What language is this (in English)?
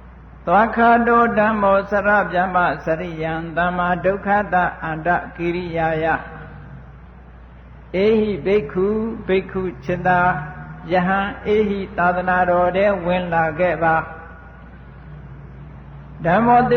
Burmese